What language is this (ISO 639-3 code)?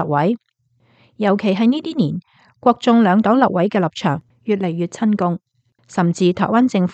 yue